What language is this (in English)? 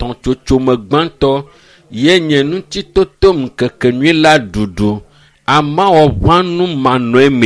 Ewe